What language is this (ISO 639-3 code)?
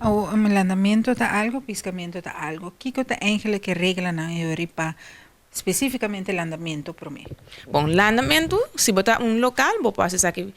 pap